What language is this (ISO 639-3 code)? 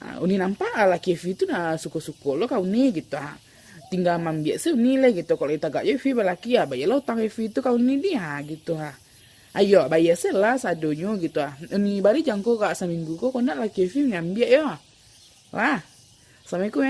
min